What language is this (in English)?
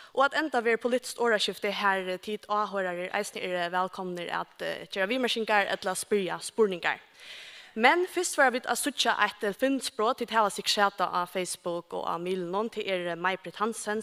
Faroese